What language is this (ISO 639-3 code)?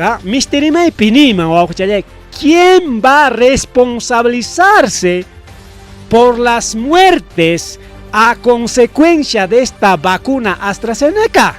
quy